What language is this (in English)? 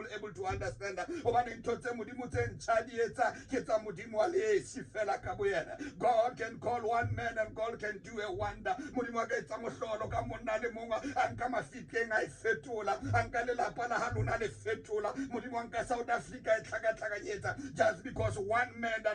Tswana